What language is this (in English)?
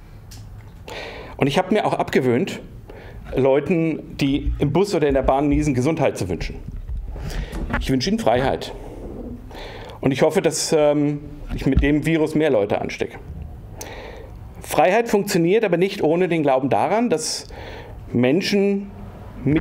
German